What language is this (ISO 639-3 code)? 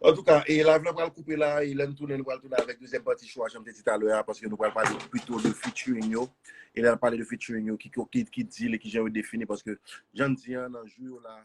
hat